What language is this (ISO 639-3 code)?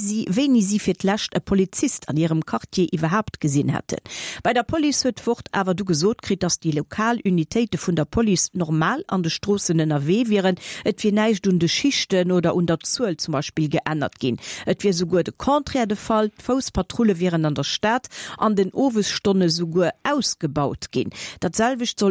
ltz